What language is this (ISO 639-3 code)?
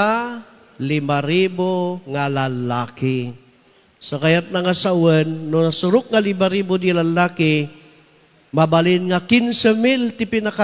ilo